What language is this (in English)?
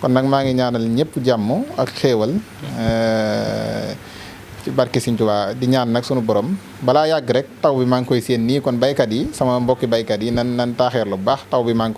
Wolof